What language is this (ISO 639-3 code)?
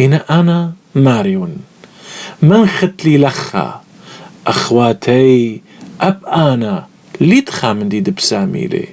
aii